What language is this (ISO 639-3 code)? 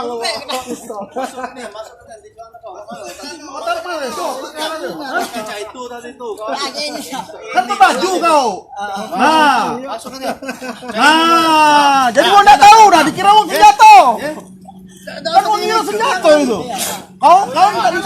mui